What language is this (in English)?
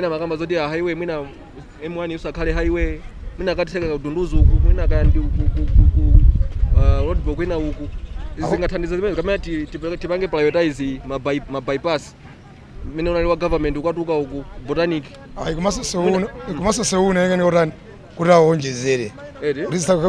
Nyanja